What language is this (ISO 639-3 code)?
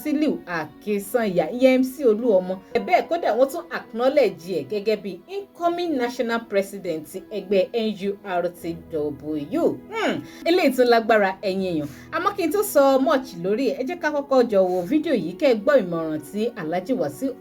yor